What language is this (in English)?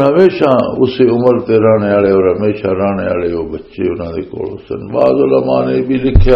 Western Panjabi